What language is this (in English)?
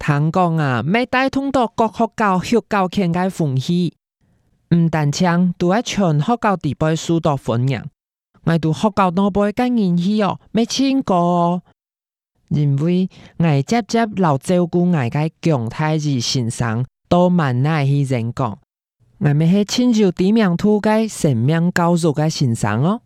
Hakka Chinese